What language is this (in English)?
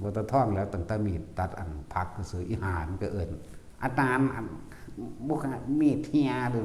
Northeastern Thai